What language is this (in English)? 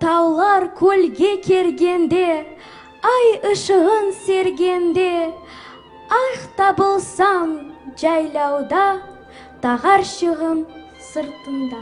Crimean Tatar